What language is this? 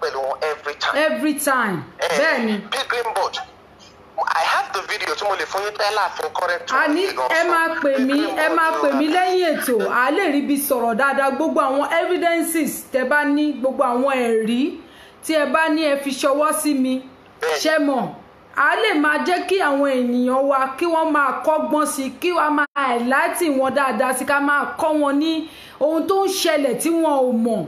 Yoruba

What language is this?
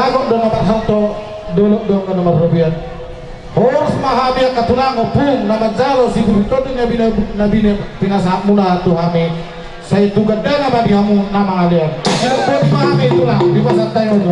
Batak Toba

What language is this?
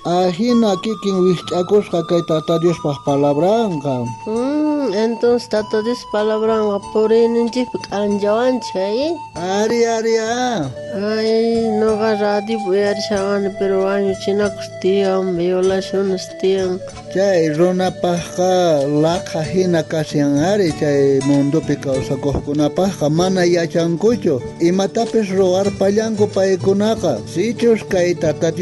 South Bolivian Quechua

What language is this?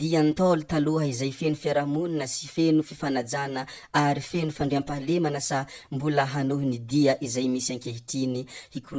Malagasy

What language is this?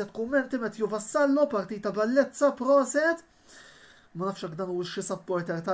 Maltese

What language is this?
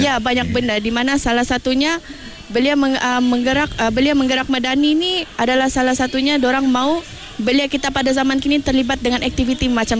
Malay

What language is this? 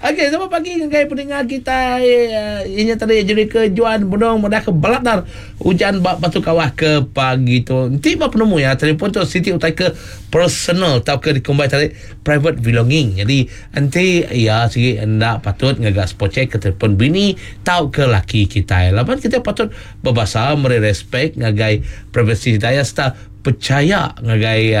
Iban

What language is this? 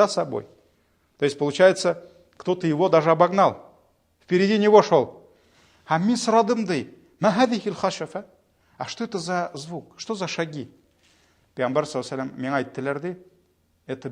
Tatar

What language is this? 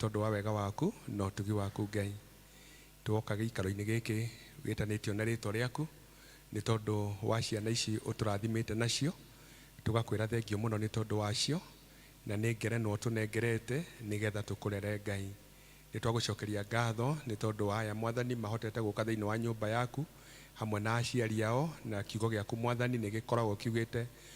Kikuyu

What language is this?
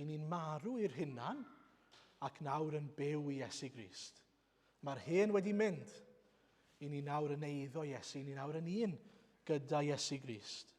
Welsh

